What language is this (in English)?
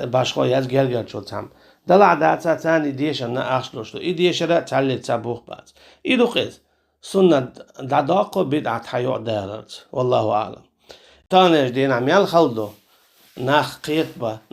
Chechen